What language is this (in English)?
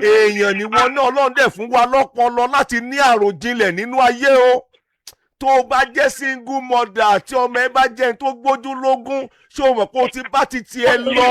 Yoruba